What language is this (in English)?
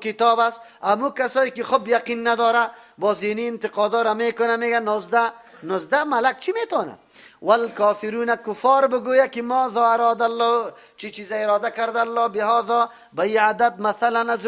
Persian